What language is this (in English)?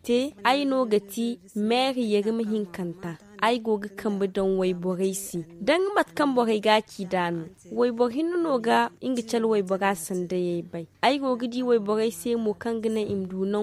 Zarma